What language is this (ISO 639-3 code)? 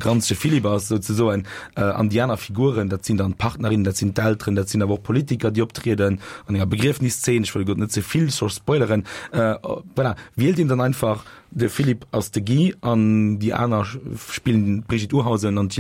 ltz